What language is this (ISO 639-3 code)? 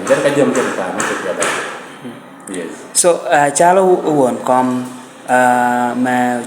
laj